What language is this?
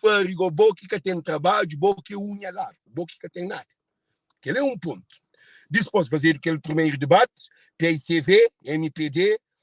Kabuverdianu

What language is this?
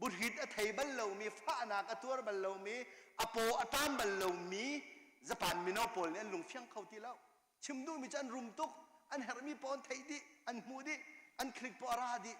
Hakha Chin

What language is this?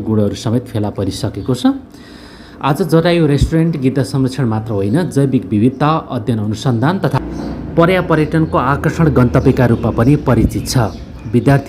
Nepali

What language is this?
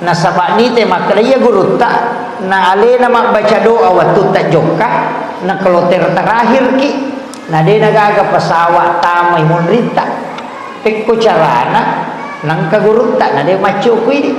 Buginese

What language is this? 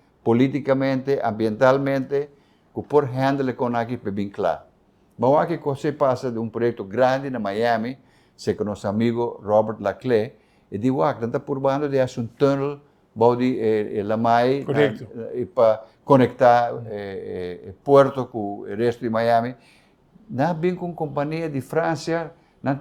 Papiamento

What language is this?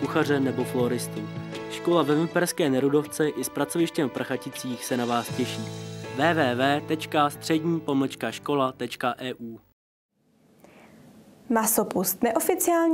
Czech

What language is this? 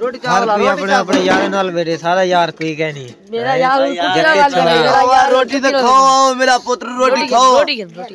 Saraiki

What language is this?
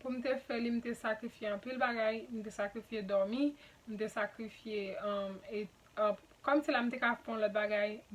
Haitian Creole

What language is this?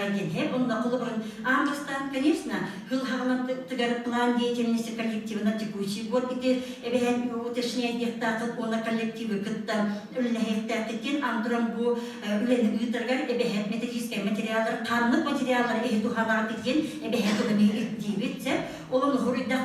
Yakut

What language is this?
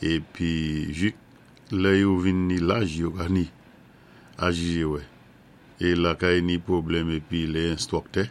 Saint Lucian Creole French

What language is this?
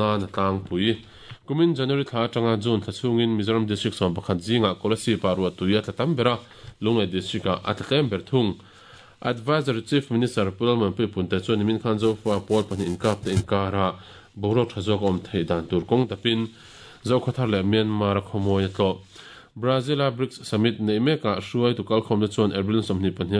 Mizo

